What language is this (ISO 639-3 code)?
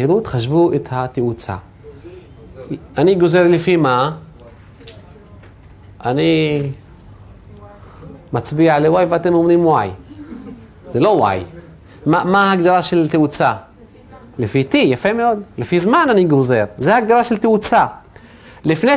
heb